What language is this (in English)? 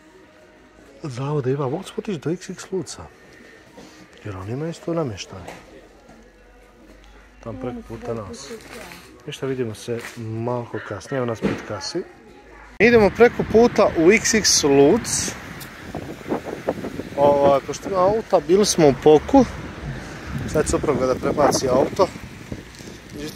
Croatian